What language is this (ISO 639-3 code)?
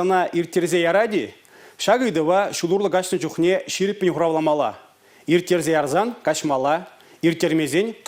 chv